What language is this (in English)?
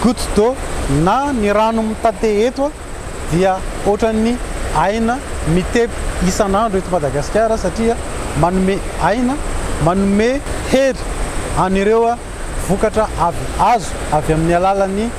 Malagasy